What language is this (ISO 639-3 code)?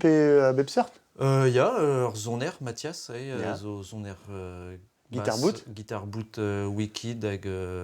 bre